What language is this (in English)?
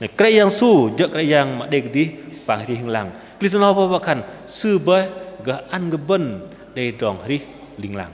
Bahnar